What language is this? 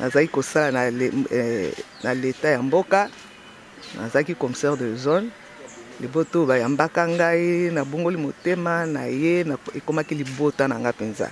Lingala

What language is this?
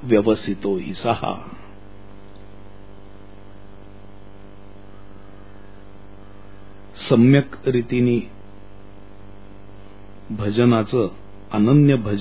Marathi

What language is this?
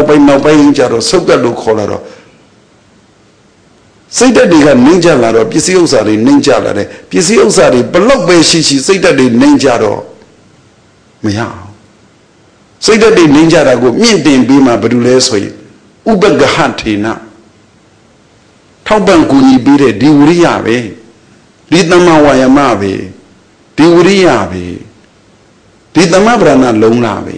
Burmese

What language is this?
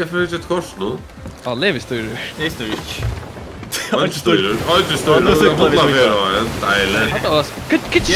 Faroese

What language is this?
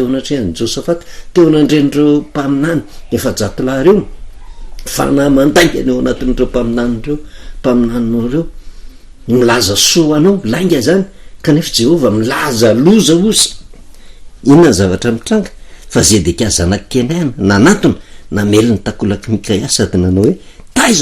Malagasy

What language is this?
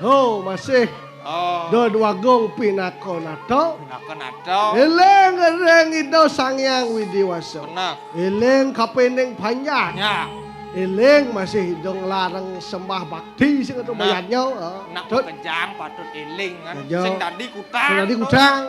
Balinese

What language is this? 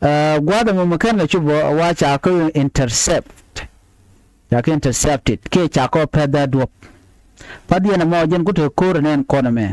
Nuer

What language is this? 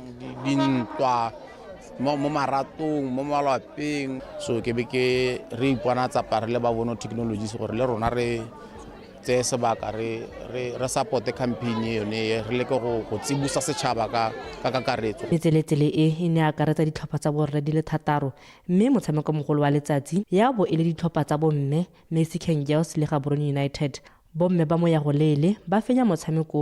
Tswana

